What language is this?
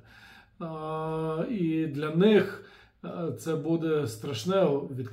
Ukrainian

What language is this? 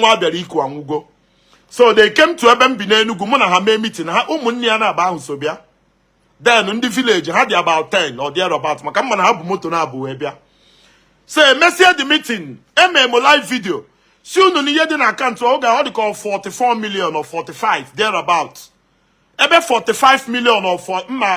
Igbo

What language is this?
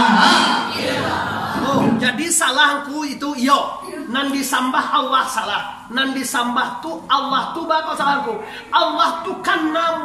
Minangkabau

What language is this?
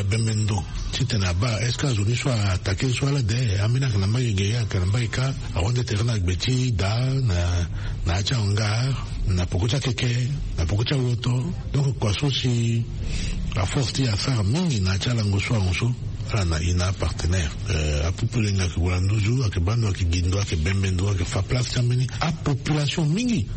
Sango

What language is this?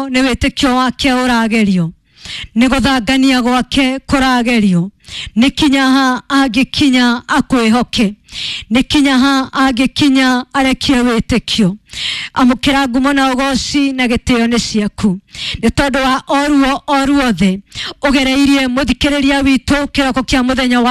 Kikuyu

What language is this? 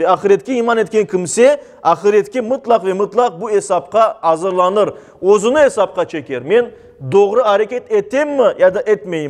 Crimean Tatar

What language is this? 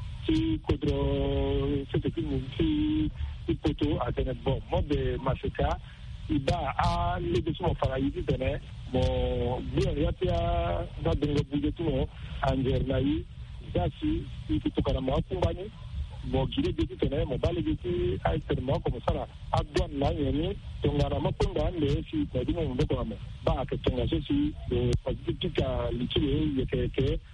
Sango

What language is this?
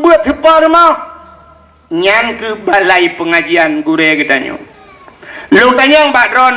Achinese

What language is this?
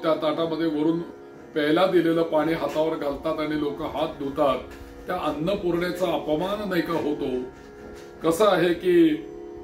Marathi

